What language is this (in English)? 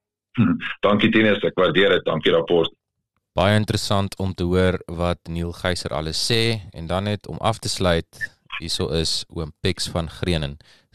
Afrikaans